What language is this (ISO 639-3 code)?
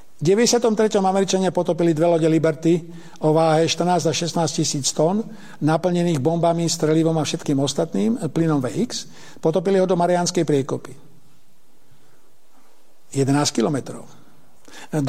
slk